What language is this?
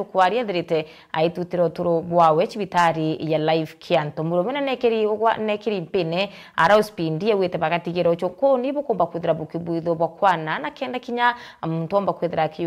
Meru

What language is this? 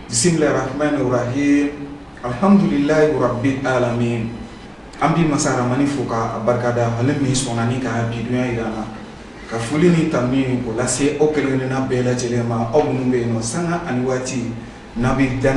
Bambara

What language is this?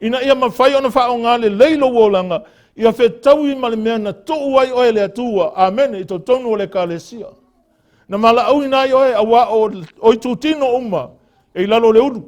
Samoan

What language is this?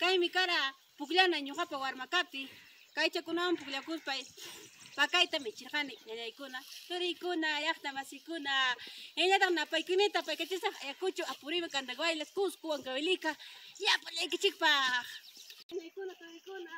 Ayacucho Quechua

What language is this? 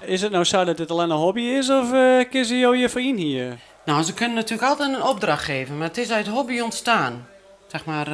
Western Frisian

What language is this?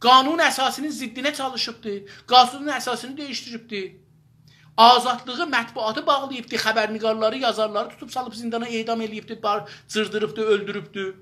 South Azerbaijani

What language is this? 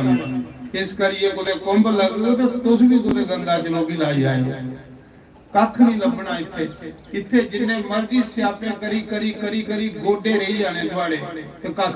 Dogri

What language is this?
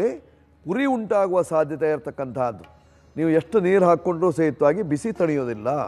Kannada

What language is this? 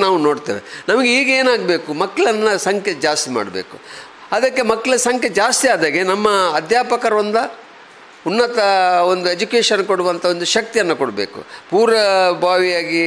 Kannada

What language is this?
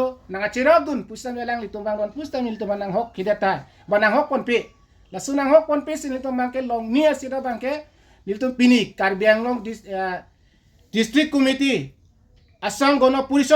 Karbi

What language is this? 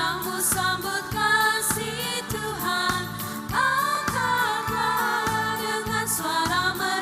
Ambonese Malay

